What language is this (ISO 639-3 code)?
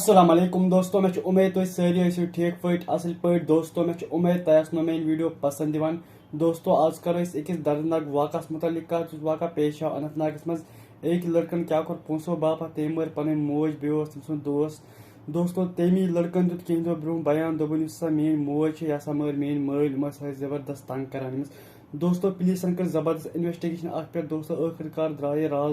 kas